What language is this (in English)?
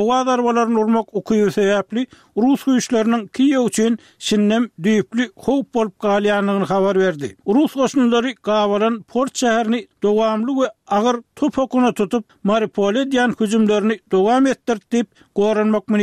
Turkmen